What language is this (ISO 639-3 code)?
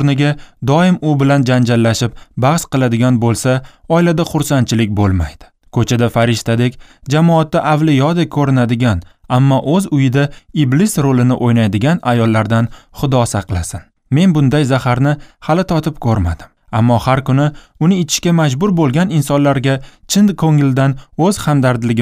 uzb